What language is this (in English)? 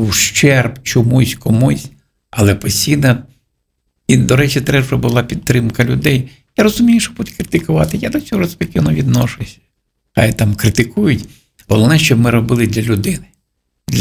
Ukrainian